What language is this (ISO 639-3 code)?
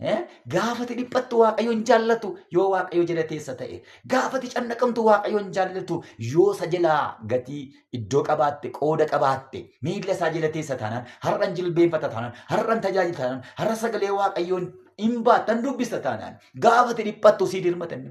orm